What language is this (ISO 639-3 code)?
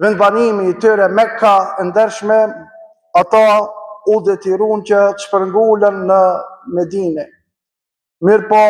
sqi